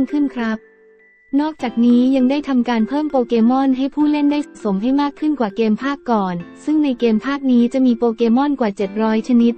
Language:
Thai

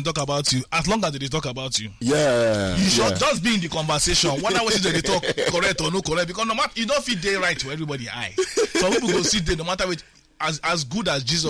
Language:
Nigerian Pidgin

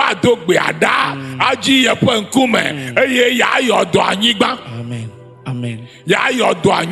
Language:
Ewe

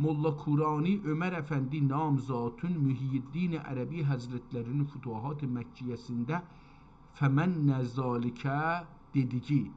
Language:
South Azerbaijani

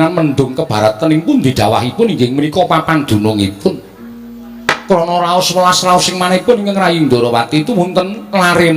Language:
Javanese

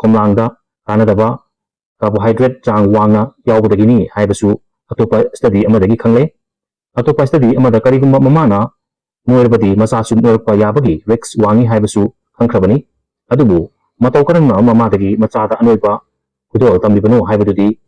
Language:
Manipuri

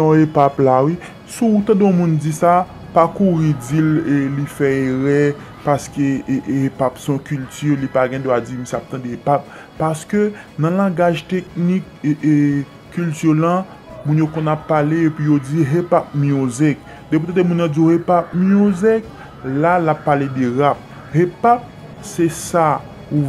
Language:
Haitian Creole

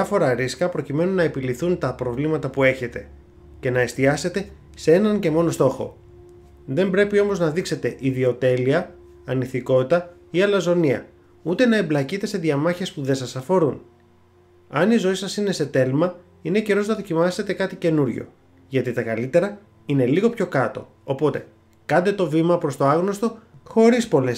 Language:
Greek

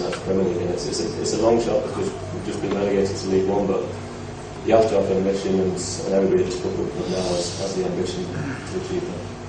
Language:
English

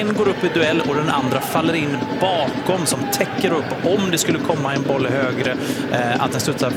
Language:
Swedish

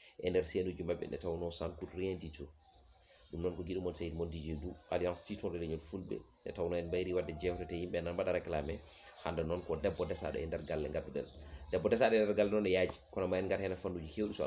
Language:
Fula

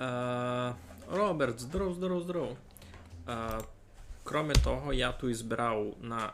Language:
Rusyn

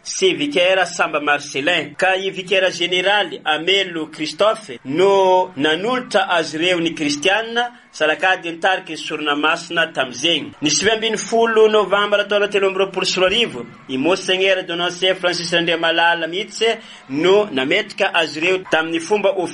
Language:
Malagasy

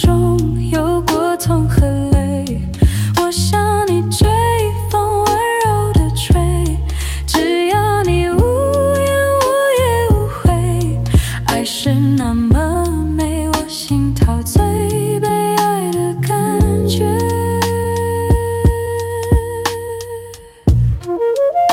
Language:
Chinese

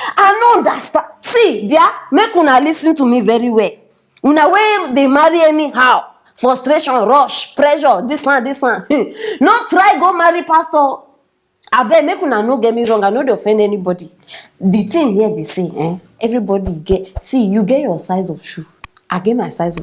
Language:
Nigerian Pidgin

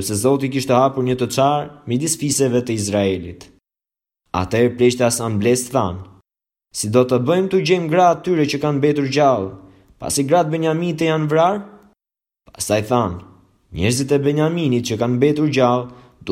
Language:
Albanian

